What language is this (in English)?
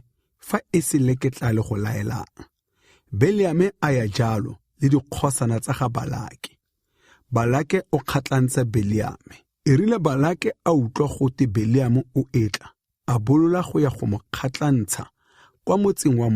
Tswana